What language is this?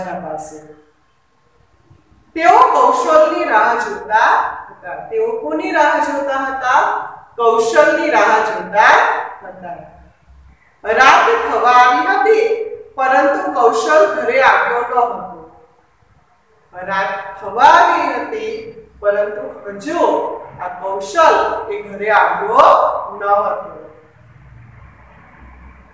Gujarati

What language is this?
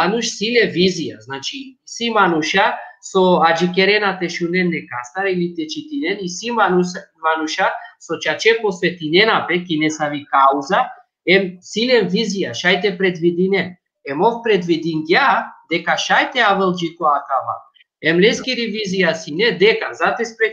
Balkan Romani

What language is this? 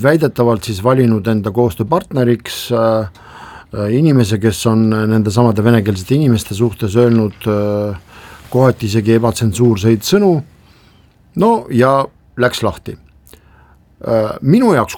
Estonian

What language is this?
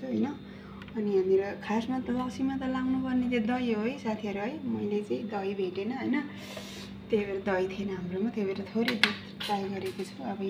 Nepali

